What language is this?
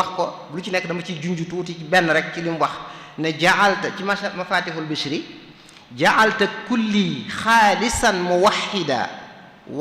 Wolof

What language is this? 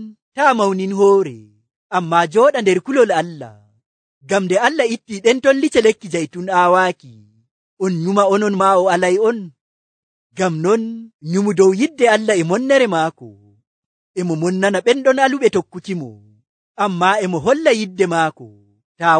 Nigerian Fulfulde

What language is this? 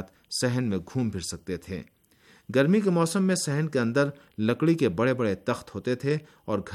Urdu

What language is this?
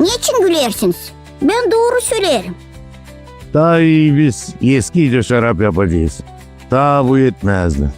Gagauz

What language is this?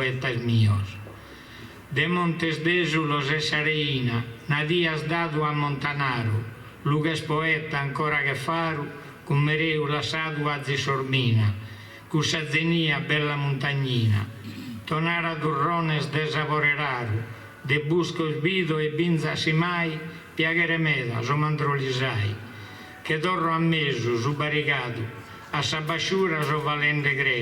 Sardinian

